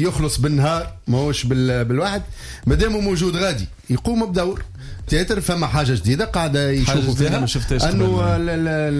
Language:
Tunisian Arabic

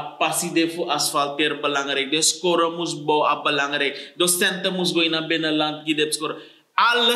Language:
Sranan Tongo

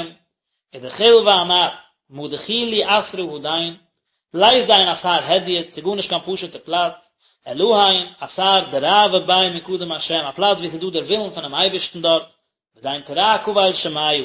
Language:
Yiddish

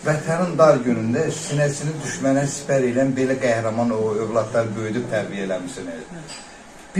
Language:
Azerbaijani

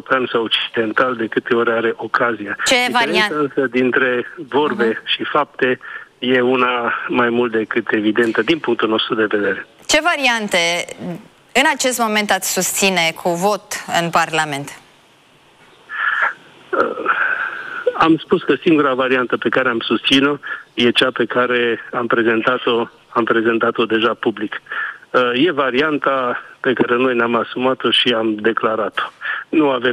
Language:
Romanian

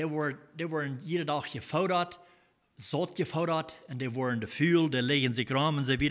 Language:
Plautdietsch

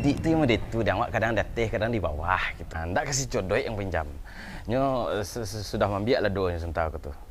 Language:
Minangkabau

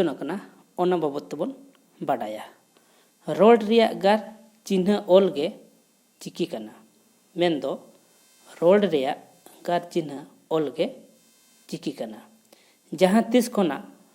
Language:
Santali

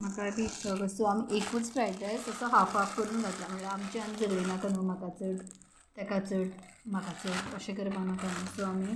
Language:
Konkani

